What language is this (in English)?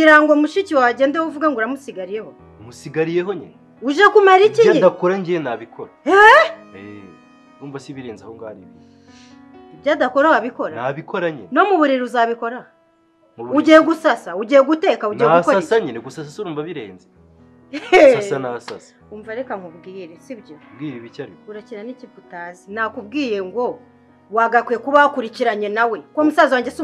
Kinyarwanda